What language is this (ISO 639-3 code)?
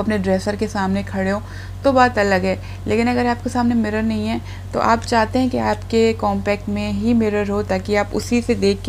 hin